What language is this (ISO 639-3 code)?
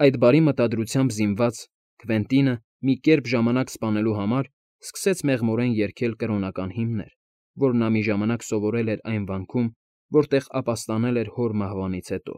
hye